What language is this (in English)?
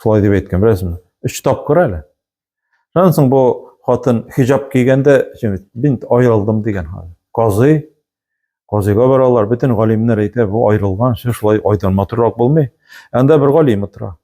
Tatar